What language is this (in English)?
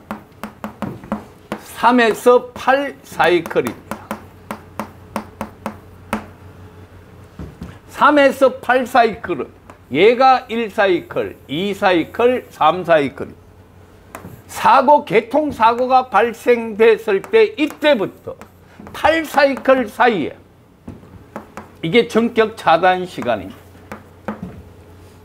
Korean